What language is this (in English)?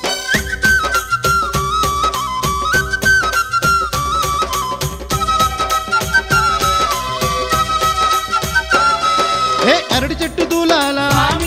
Telugu